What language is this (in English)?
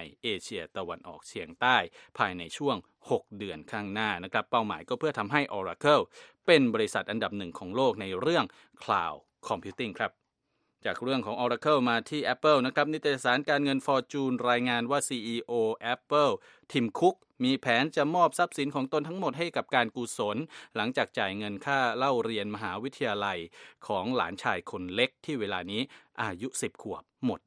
Thai